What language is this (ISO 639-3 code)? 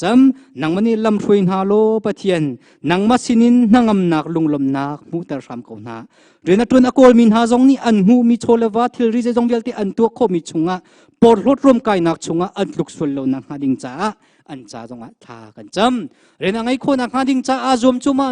cnh